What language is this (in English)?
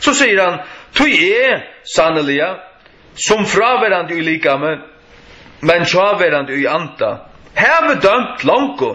Faroese